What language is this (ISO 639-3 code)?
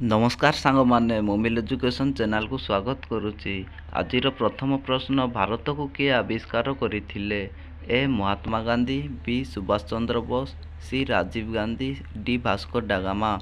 ori